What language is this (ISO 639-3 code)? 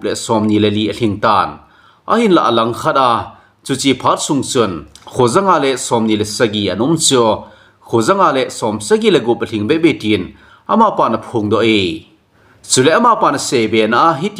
tcz